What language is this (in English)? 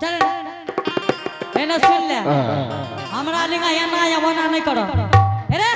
Angika